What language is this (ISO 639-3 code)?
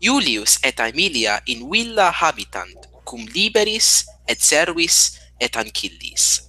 lat